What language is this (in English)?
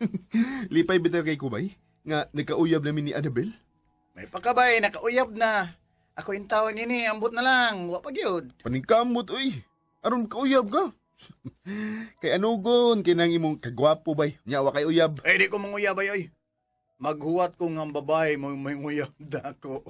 Cebuano